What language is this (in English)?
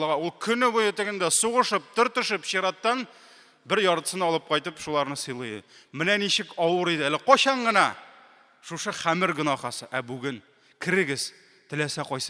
Tatar